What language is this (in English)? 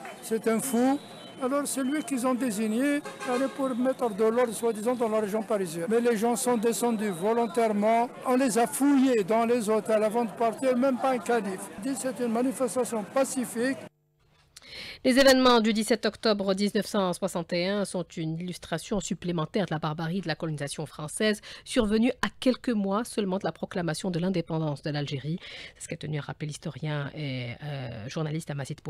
French